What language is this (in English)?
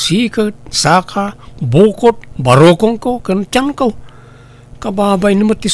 Iloko